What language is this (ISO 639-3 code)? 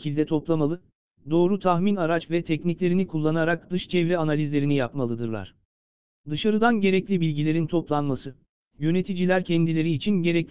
tur